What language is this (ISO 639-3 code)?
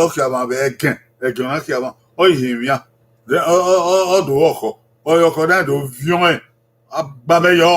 bin